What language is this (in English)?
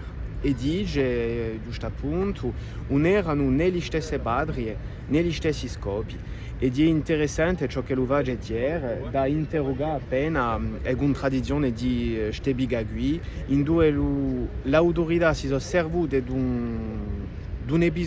Corsican